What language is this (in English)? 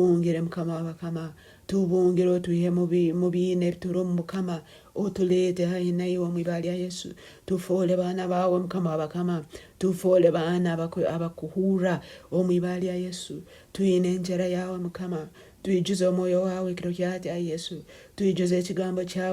Nyoro